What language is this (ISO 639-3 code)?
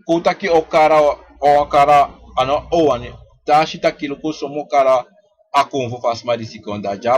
srn